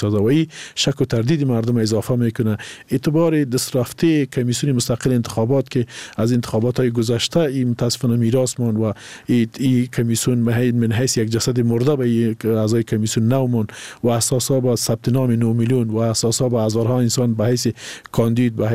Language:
Persian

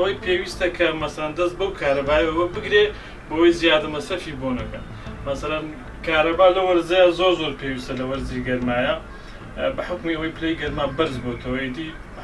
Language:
Central Kurdish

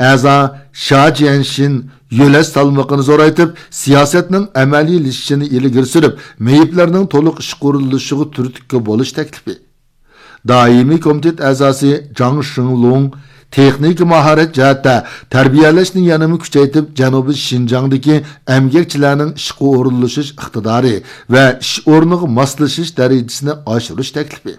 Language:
Uyghur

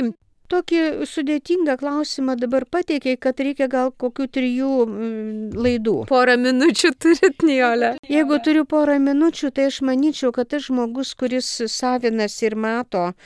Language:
Lithuanian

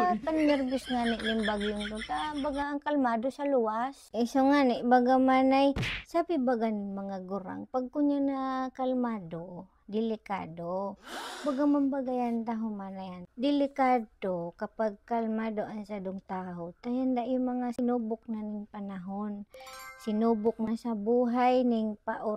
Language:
Bikol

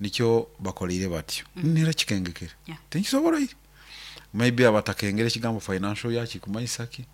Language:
Nyoro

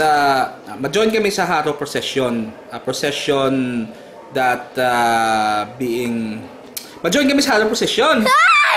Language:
Hiligaynon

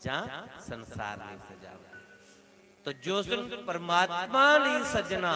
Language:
Dogri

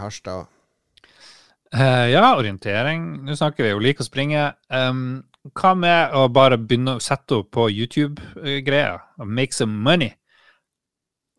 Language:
Norwegian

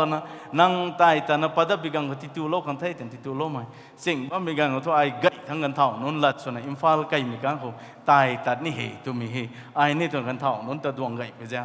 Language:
Rongmei Naga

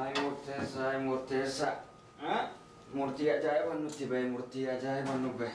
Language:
Oromo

